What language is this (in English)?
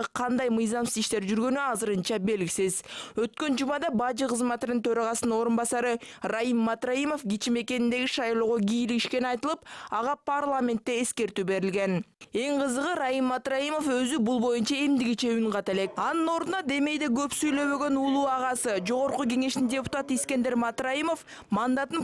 Kyrgyz